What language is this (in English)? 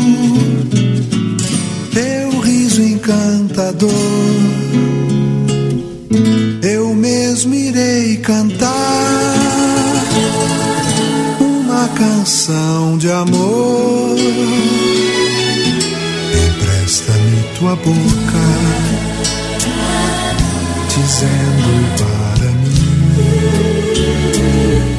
Portuguese